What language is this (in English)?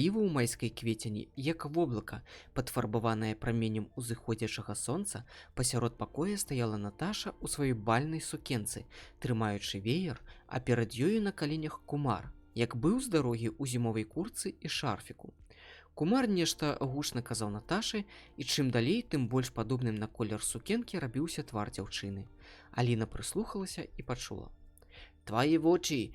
Belarusian